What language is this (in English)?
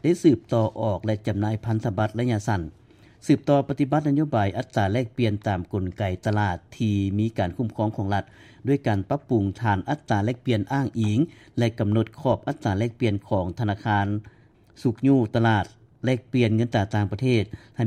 Lao